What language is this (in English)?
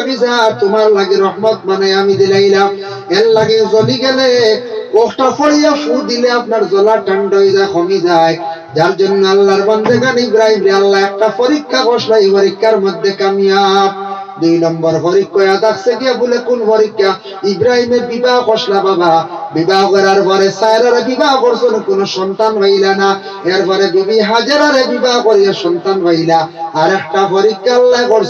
Sylheti